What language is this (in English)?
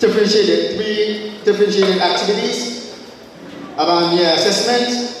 Pohnpeian